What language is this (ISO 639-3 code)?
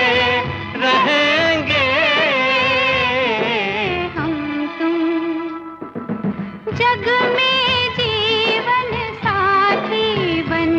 hin